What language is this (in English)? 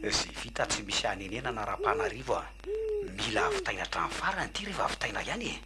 Malagasy